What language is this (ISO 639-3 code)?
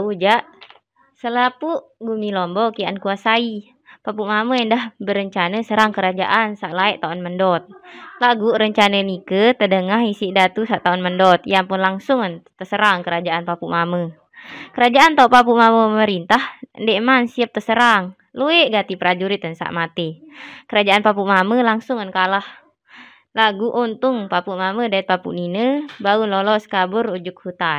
sas